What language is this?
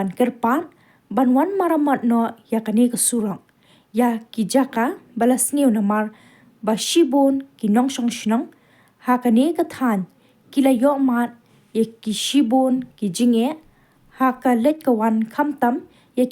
Khasi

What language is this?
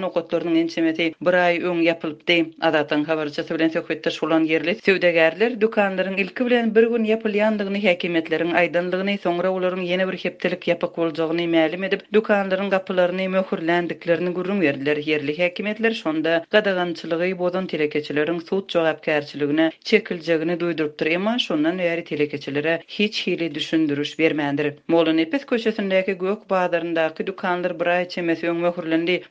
Turkmen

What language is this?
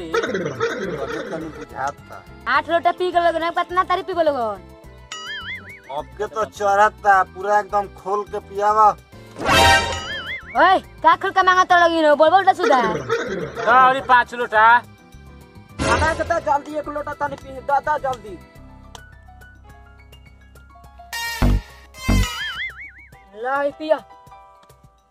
Bhojpuri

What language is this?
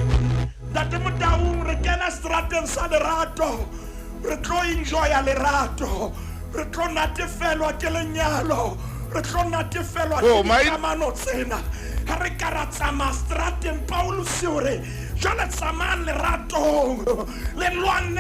Southern Sotho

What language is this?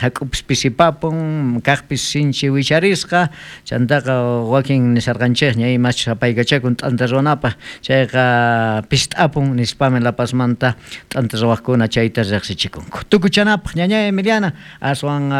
South Bolivian Quechua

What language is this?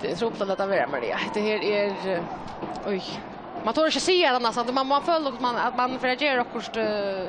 Faroese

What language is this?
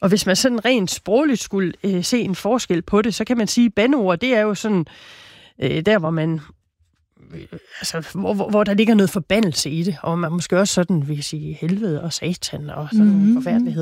Danish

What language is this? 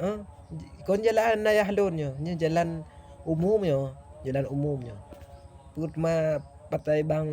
Achinese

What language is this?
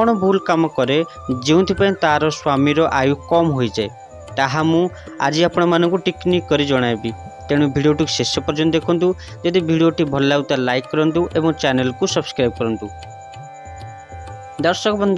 Odia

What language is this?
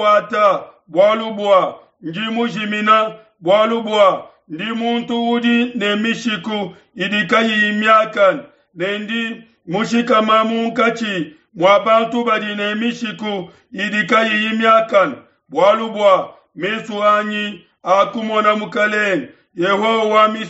Luba-Lulua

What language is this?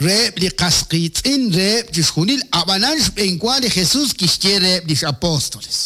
Kekchí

